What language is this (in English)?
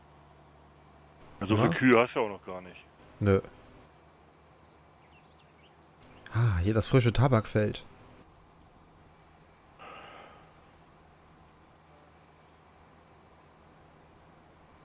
German